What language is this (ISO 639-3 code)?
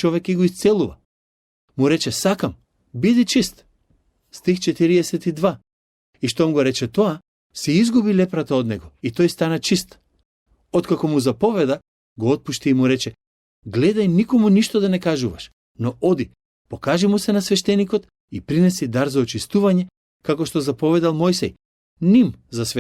mkd